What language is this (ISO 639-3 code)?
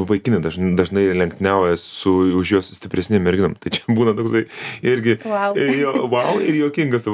lit